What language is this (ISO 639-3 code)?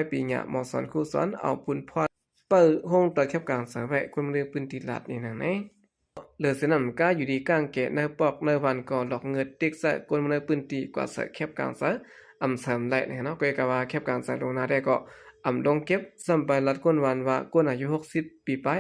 shn